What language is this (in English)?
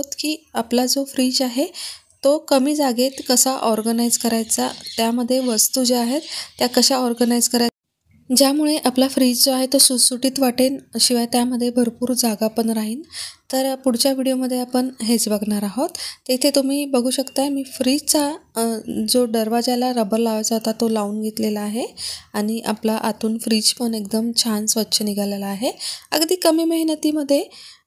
Marathi